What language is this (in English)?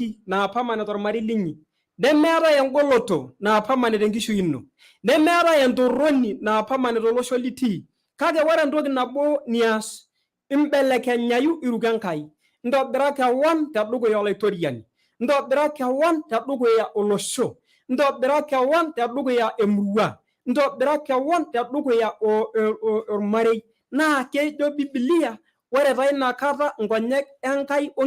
Masai